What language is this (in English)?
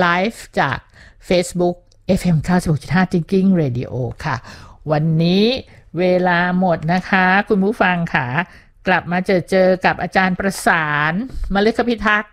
Thai